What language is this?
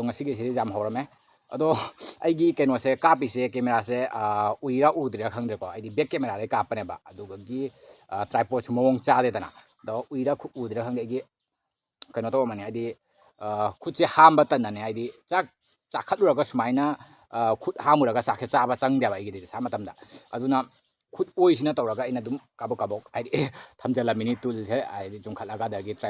Manipuri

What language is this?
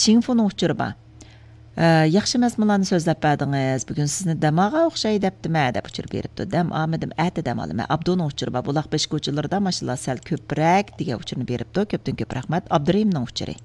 Uyghur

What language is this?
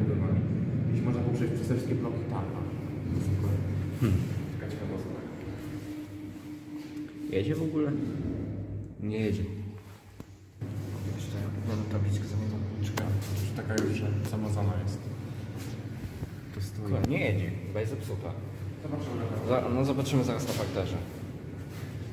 Polish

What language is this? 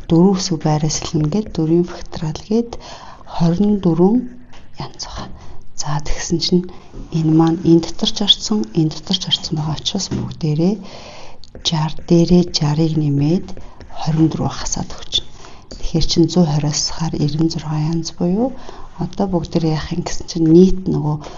Mongolian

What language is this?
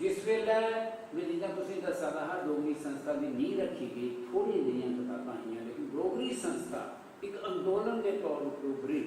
Dogri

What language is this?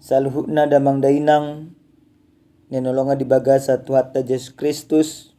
Batak Toba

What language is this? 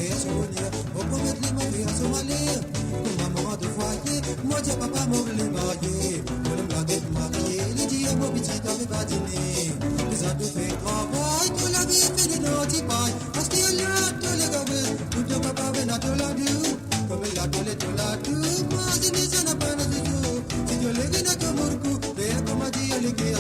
Morisyen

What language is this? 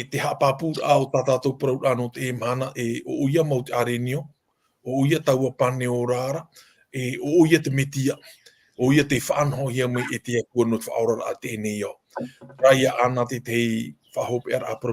Tahitian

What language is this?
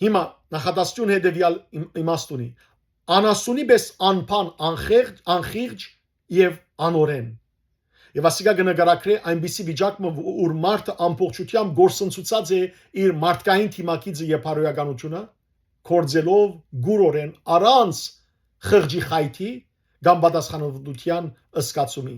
Western Armenian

